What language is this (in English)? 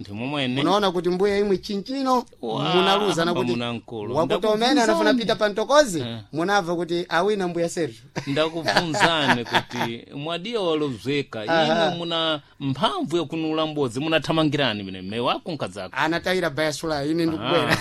Sena